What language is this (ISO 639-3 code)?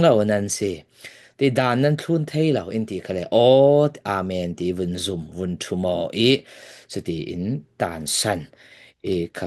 cfm